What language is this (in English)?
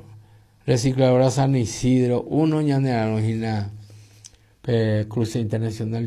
Guarani